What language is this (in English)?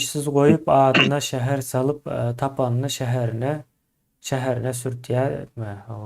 Turkmen